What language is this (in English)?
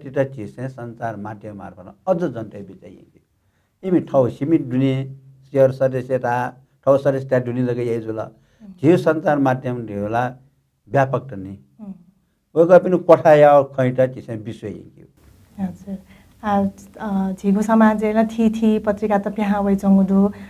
Newari